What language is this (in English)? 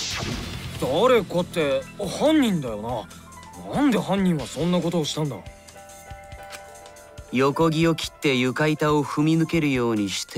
Japanese